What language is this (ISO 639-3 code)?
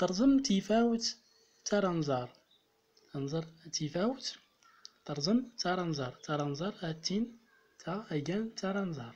tzm